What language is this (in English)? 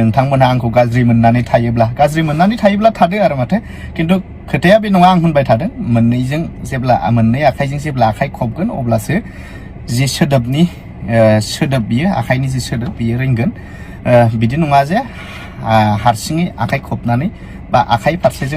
Bodo